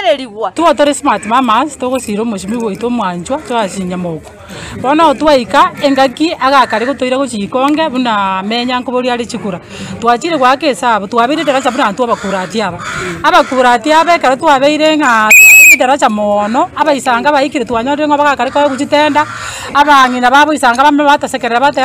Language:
Gusii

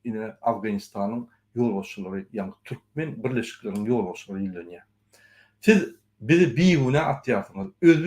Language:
Turkmen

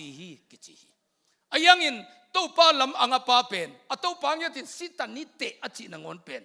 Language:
Tedim Chin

